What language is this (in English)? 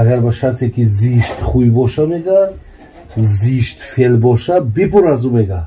Tajik